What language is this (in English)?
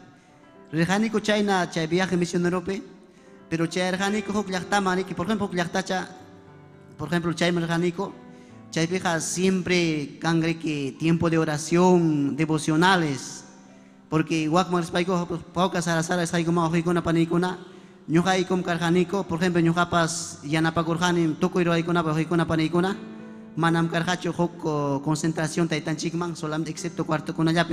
Ayacucho Quechua